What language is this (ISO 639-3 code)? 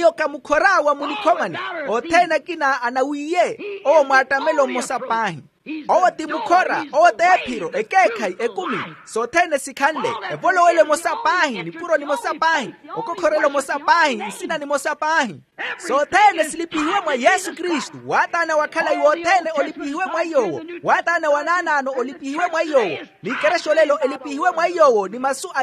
vmw